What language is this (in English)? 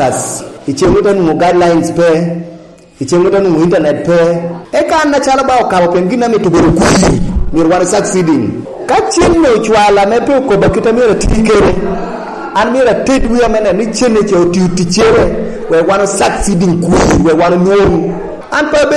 Lango (Uganda)